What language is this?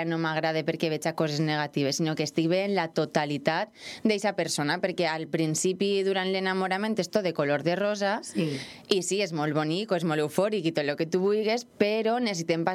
Catalan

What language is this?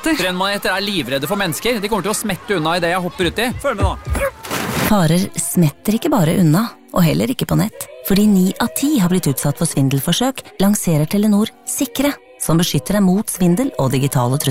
Norwegian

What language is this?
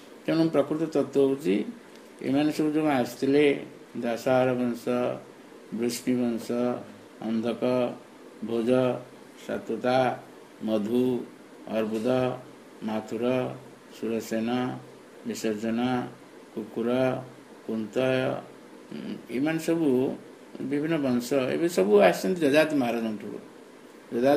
Odia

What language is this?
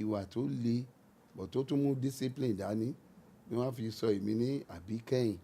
Yoruba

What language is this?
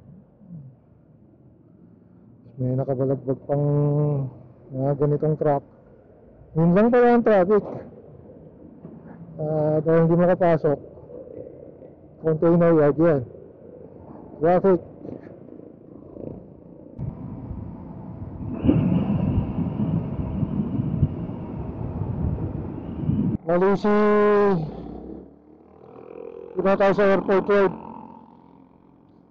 Filipino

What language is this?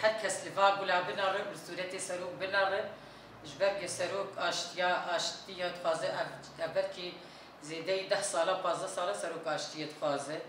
Kurdish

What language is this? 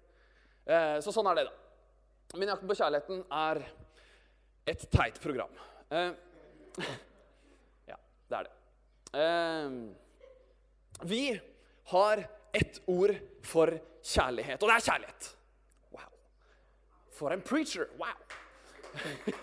Norwegian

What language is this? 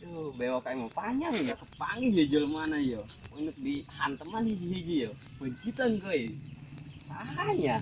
Sundanese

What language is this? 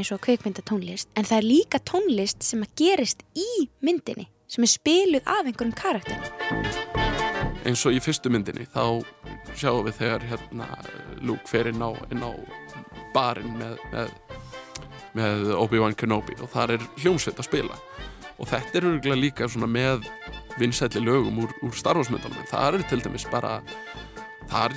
Icelandic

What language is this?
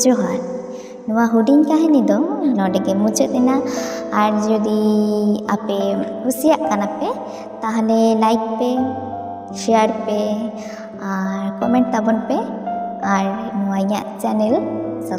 Santali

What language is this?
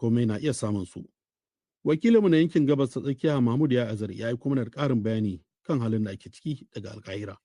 Hausa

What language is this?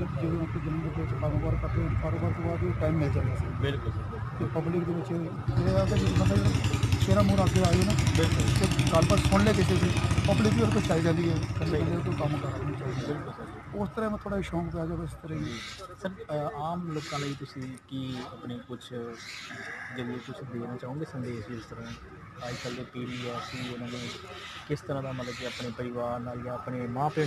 Punjabi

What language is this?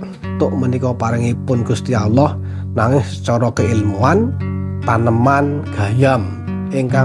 Javanese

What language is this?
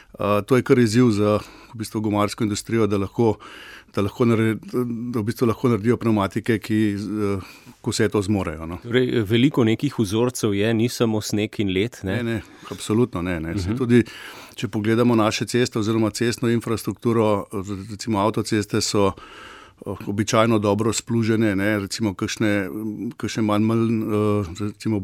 Slovenian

